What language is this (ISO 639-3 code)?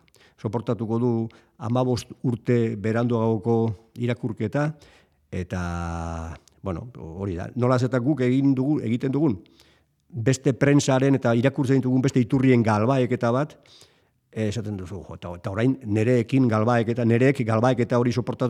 eus